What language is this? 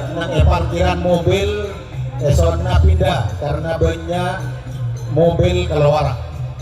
Madurese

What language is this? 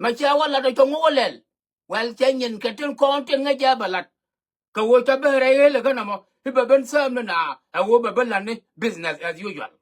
Nuer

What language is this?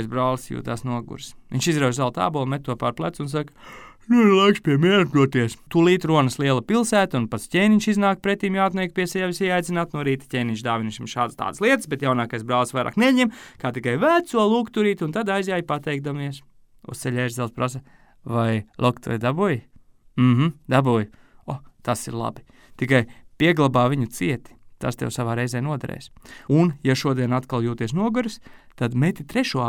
Latvian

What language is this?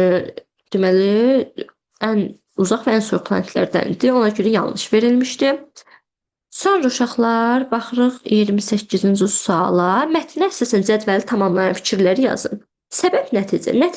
Azerbaijani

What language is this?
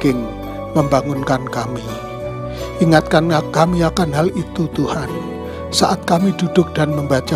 Indonesian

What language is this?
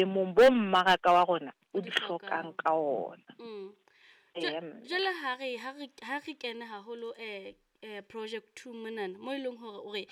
Southern Sotho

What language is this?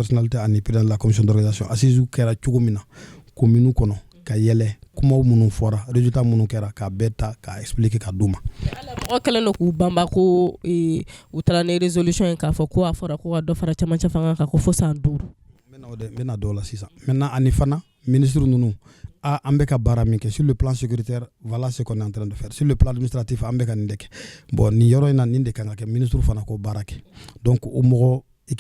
Bambara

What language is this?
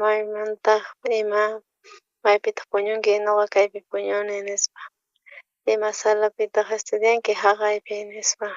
South Bolivian Quechua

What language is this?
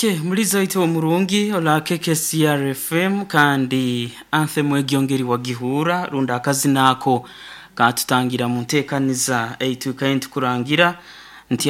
Nyoro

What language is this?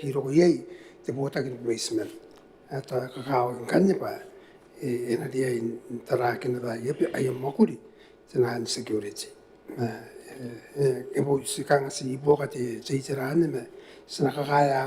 Gilbertese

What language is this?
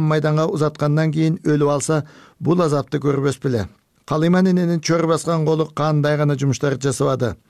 Kyrgyz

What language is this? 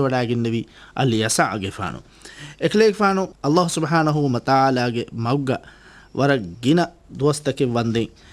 Divehi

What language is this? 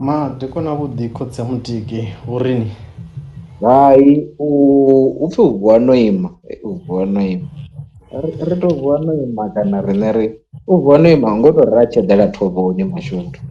Venda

